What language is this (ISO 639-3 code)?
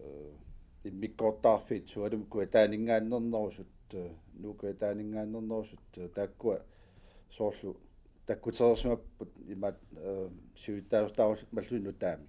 kal